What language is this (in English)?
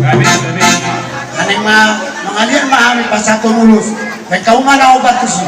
Batak Toba